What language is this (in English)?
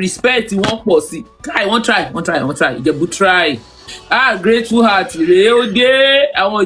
Yoruba